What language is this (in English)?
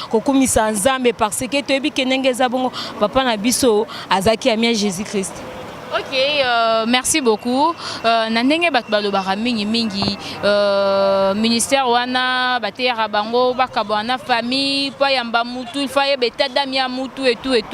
Lingala